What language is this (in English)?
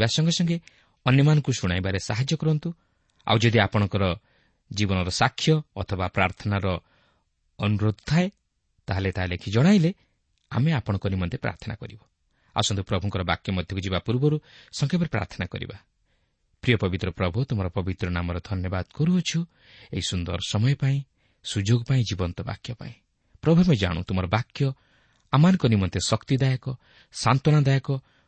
Odia